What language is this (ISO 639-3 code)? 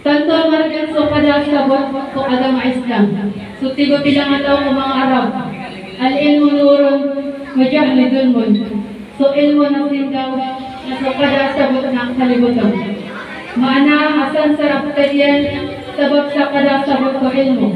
mrw